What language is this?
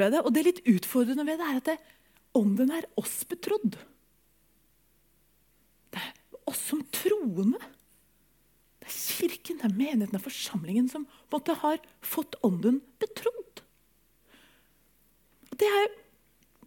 Norwegian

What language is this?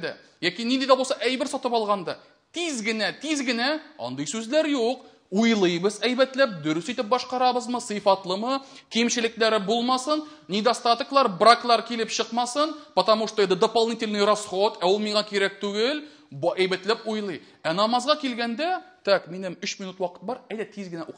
Tatar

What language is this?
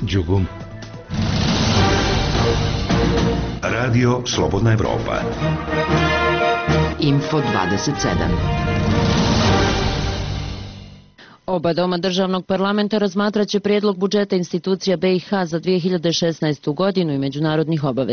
Bosnian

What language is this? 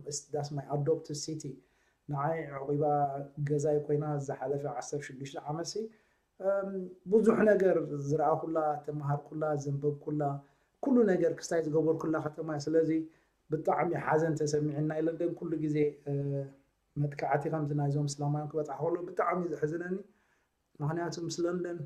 Tigrinya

